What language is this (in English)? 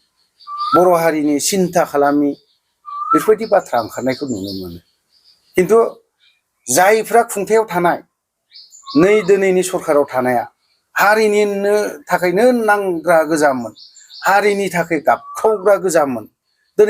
Bodo